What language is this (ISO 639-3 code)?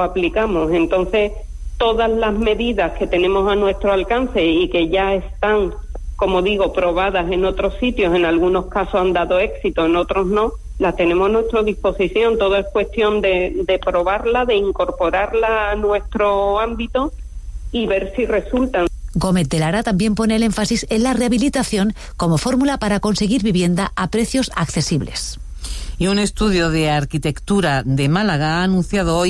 spa